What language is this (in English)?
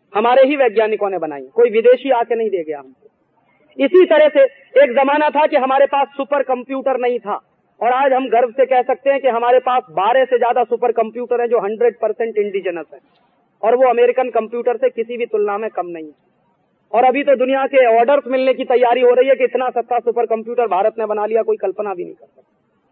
Hindi